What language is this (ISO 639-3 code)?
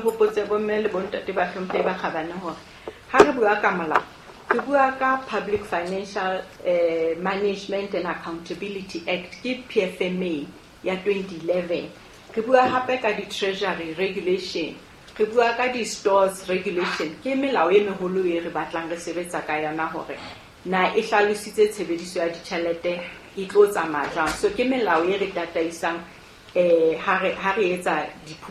sot